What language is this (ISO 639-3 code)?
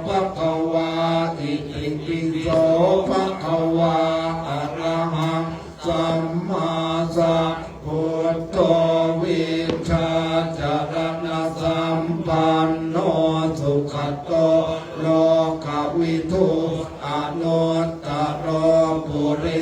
pli